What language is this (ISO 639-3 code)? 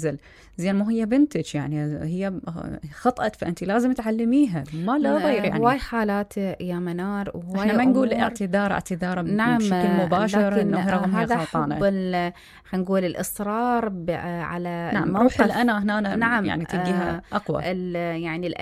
acm